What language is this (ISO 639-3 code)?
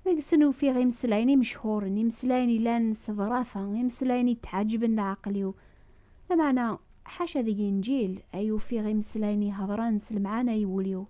kab